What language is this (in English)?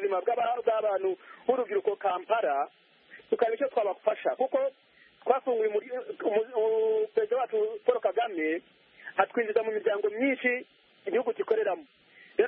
Kinyarwanda